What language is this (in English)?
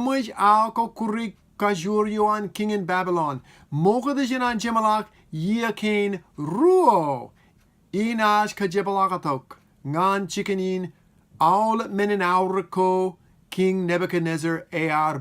Marshallese